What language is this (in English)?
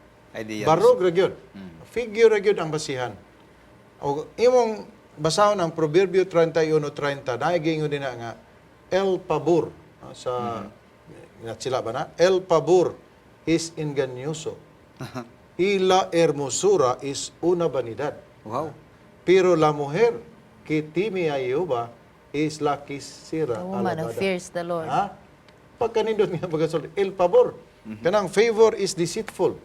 Cebuano